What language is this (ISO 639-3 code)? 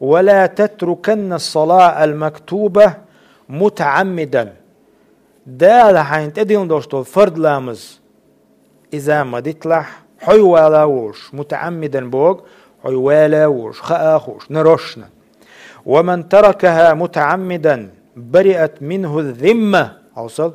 che